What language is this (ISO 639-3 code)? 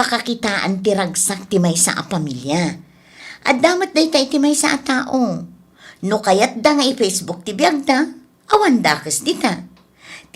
ilo